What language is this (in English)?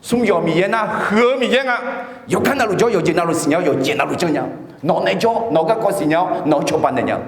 Akha